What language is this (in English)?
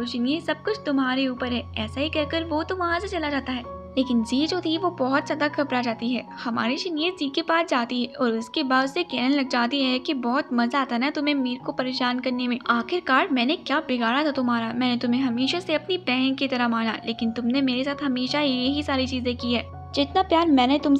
Hindi